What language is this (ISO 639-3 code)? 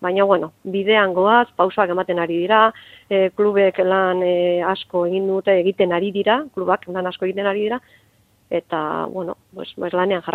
eus